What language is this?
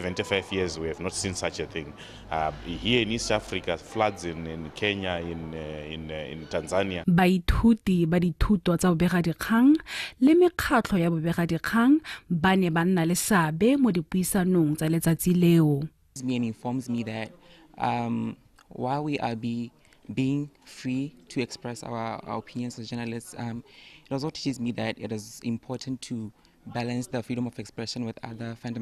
Tswana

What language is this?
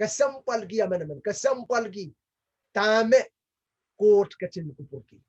Pohnpeian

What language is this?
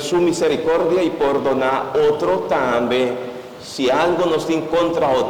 Papiamento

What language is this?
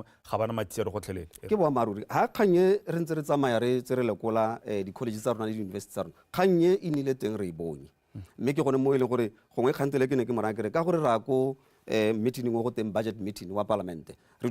Tswana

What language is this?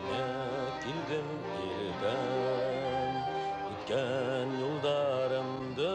Bashkir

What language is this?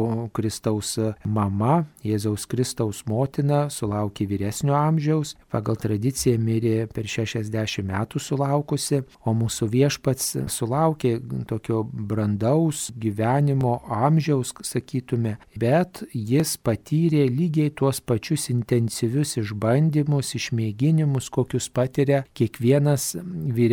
Lithuanian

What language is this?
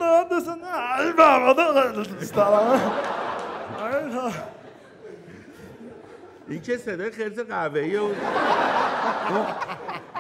Persian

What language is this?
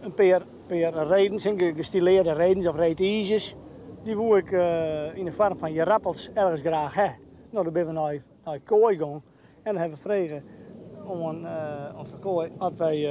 Western Frisian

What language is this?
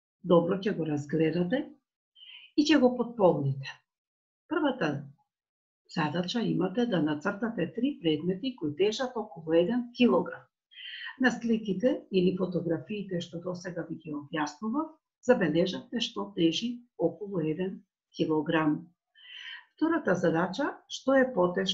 Macedonian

